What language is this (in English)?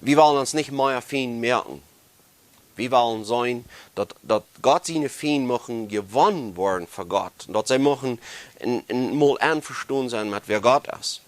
Plautdietsch